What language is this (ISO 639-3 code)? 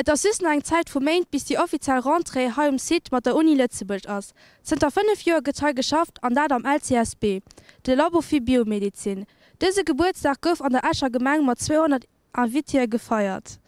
ltz